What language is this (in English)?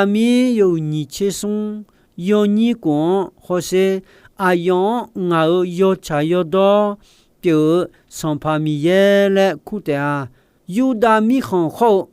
Akha